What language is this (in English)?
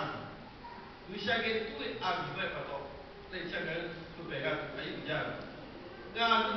Lahu